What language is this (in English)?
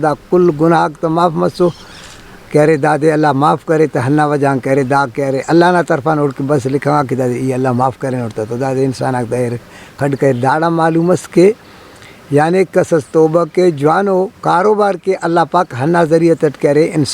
Brahui